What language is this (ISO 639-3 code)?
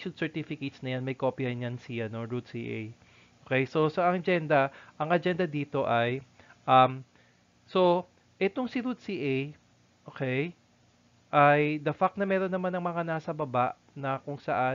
fil